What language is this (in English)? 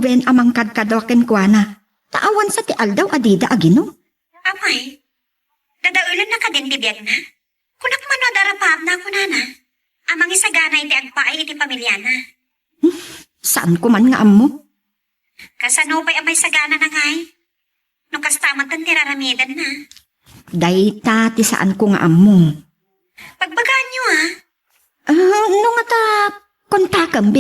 Iloko